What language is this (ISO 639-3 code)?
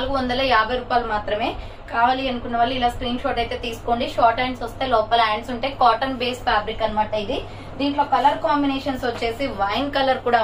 tel